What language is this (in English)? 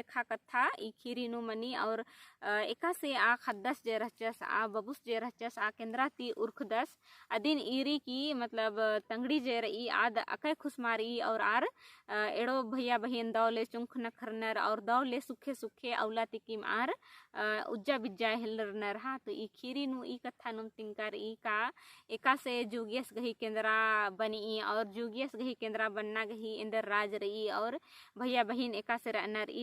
Kurukh